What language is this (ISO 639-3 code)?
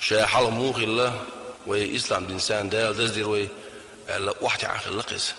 che